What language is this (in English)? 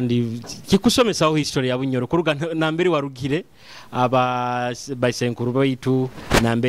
Nyoro